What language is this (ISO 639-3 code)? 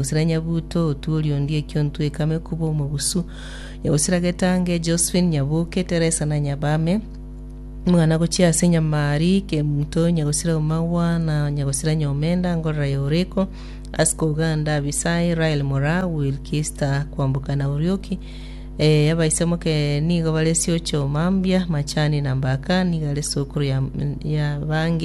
guz